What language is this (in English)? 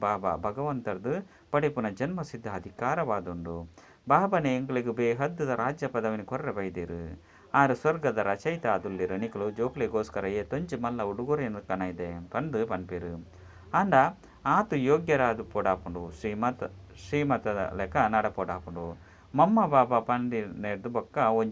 Tulu